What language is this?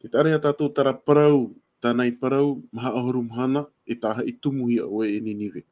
Tahitian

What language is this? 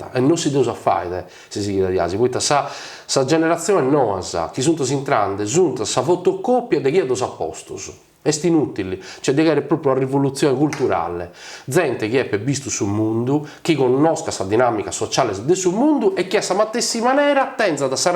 Sardinian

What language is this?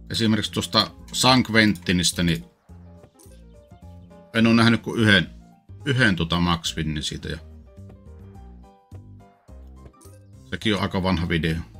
Finnish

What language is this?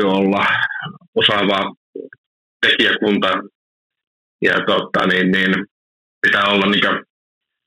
Finnish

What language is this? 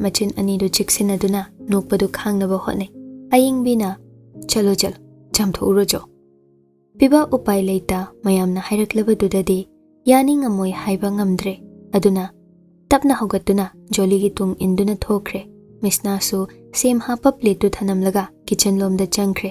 Manipuri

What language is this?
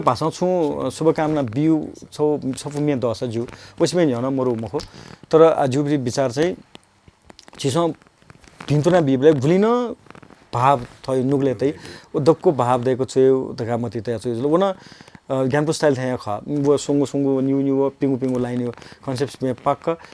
Newari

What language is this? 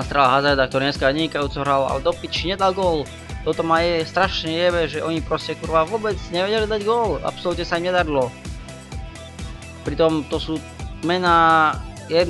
Slovak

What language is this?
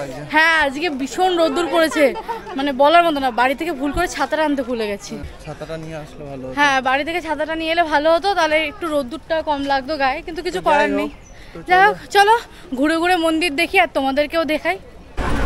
Bangla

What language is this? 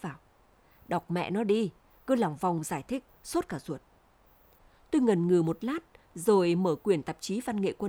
Vietnamese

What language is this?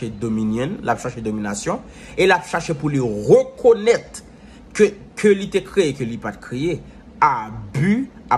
Haitian Creole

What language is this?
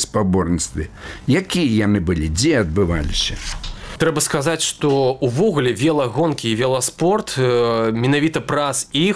Belarusian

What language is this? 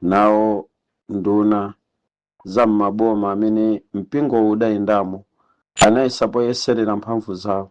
Nyanja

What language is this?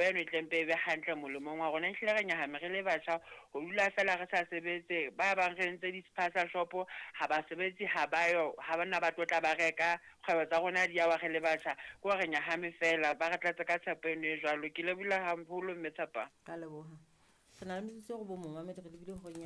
Southern Sotho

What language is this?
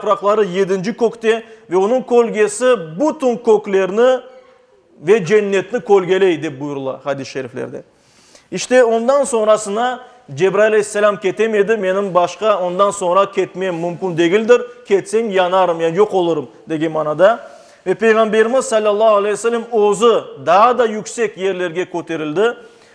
Crimean Tatar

